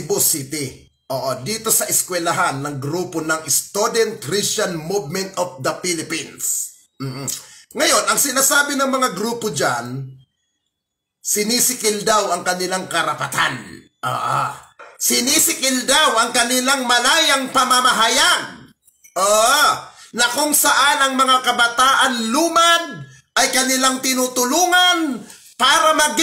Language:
Filipino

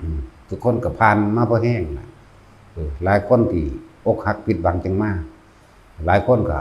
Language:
Northeastern Thai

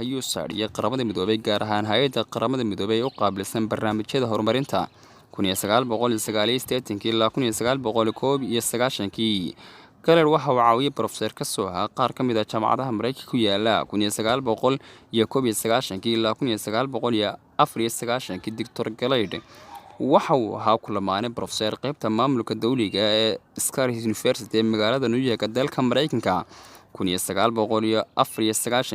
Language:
Somali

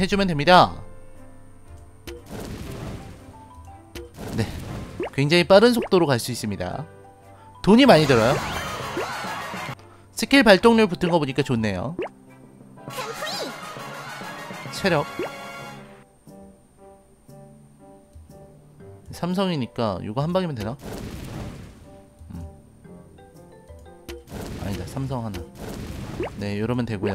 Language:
Korean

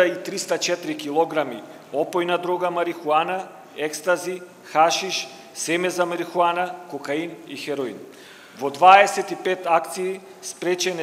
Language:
Macedonian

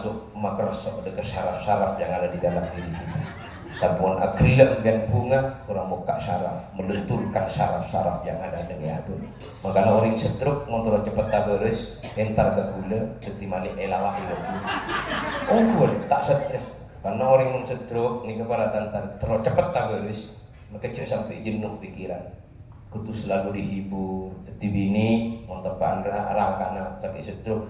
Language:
Madurese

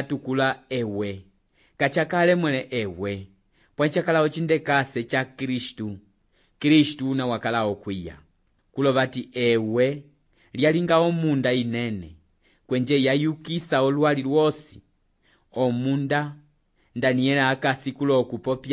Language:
Umbundu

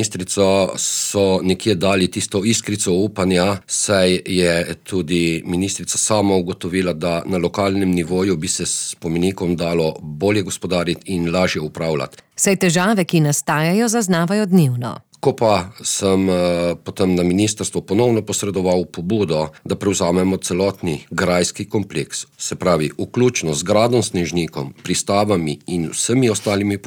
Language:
Slovenian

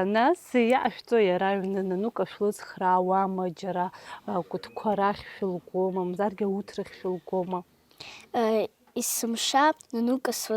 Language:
Abkhazian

